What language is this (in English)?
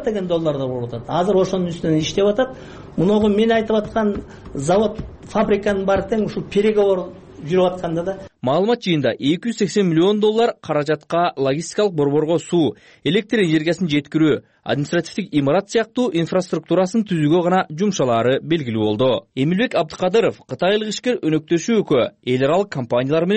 Kyrgyz